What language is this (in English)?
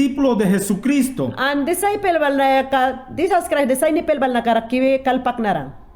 Mayangna